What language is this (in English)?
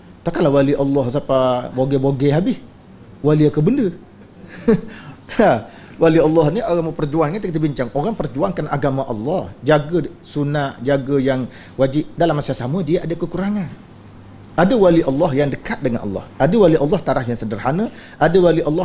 Malay